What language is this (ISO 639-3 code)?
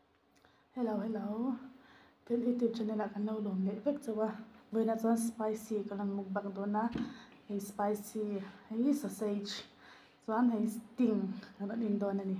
lus